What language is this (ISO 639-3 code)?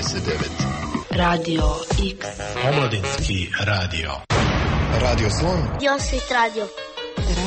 hrv